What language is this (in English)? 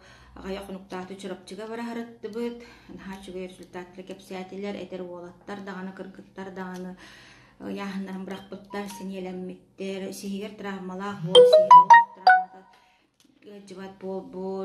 Yakut